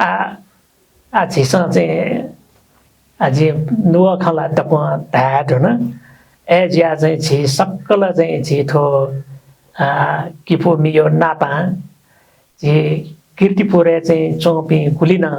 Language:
Newari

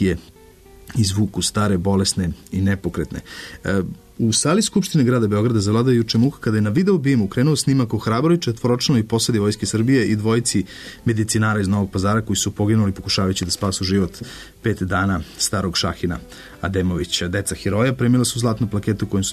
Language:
Serbian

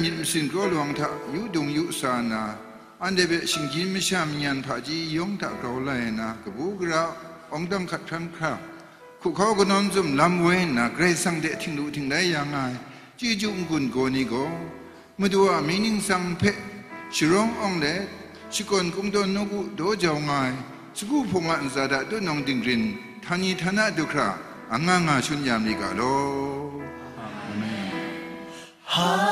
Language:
Kachin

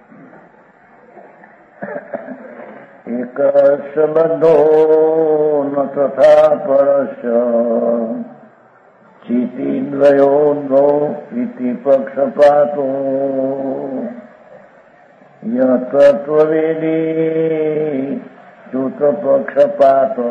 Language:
Gujarati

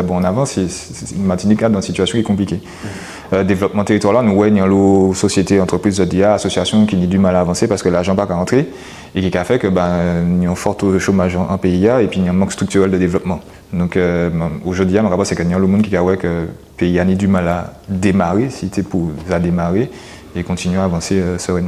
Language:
Guadeloupean Creole French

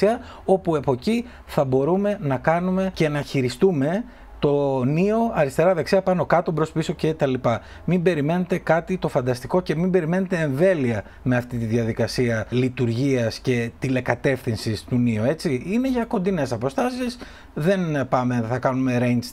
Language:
Greek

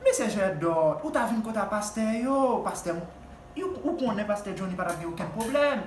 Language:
Haitian Creole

